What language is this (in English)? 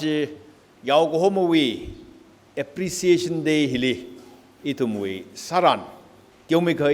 Tangkhul Naga (India)